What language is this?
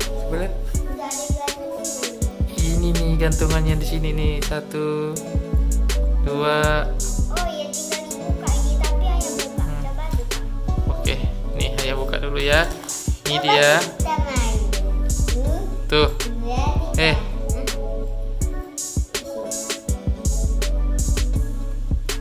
Indonesian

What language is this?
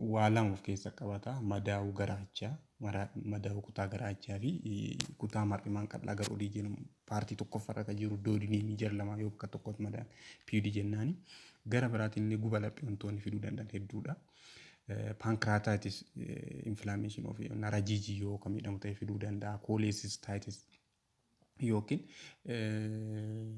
Oromo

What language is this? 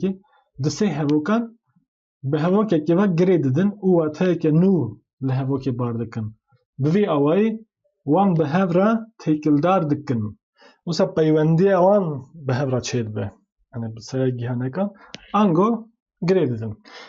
Kurdish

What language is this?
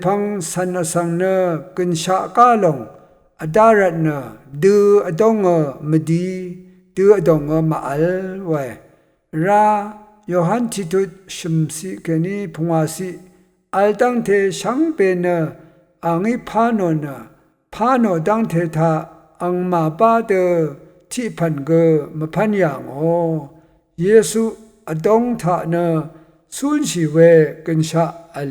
Rawang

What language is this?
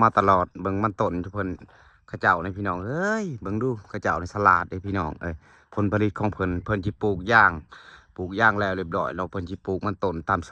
Lao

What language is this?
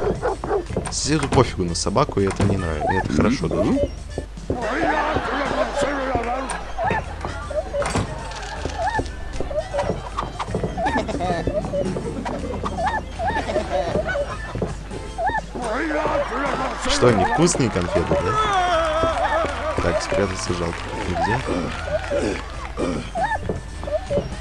Russian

